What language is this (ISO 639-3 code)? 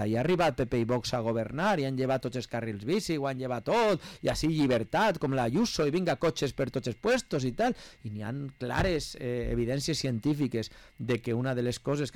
cat